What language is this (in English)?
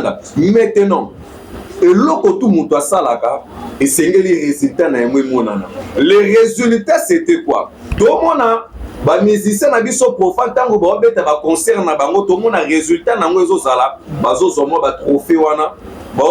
Lingala